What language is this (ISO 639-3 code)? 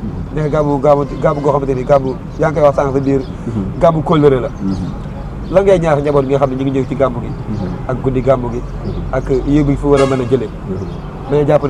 wol